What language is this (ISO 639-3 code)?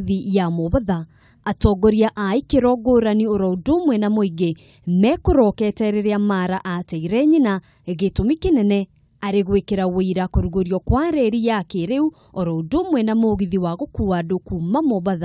kik